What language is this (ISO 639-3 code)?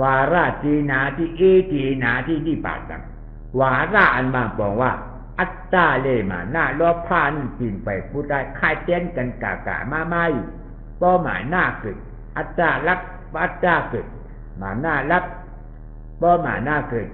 shn